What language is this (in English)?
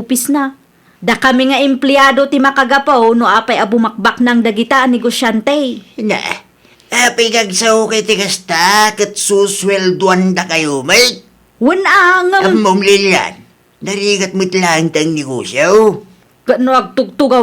Iloko